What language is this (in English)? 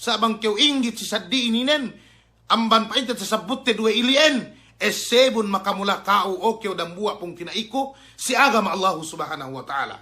Yakan